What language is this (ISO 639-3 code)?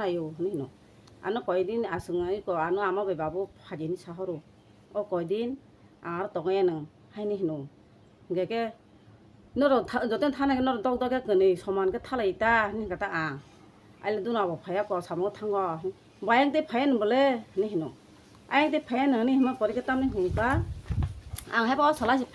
trp